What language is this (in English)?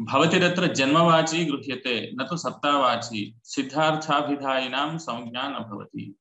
Sanskrit